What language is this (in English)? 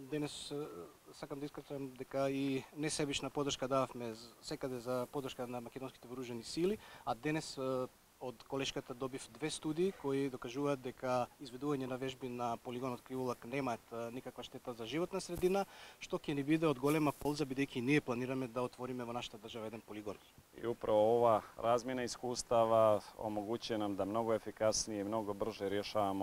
Macedonian